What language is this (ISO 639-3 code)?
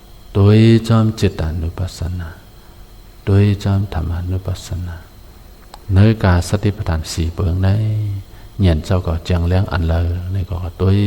shn